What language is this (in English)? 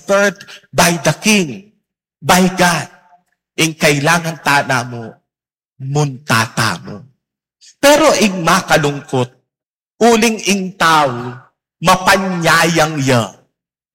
Pampanga